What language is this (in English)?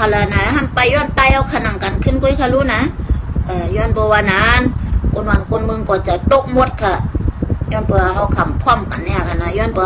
Shan